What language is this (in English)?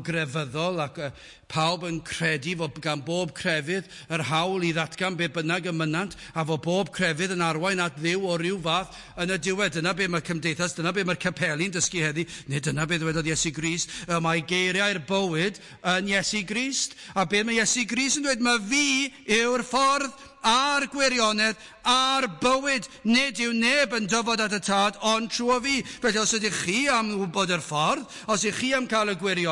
Welsh